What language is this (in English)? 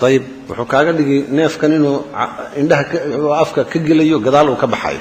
Somali